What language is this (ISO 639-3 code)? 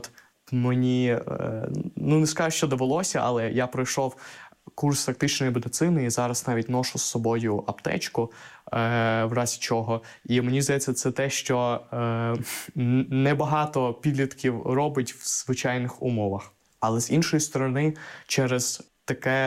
ukr